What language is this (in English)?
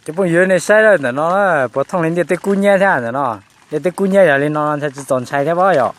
Hmong